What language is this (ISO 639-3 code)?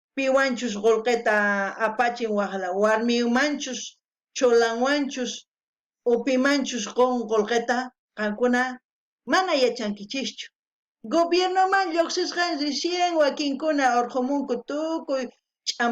quh